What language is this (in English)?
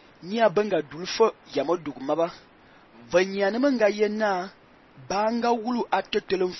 Fang